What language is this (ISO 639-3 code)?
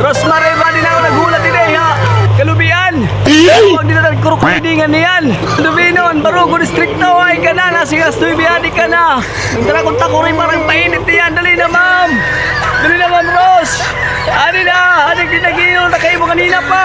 war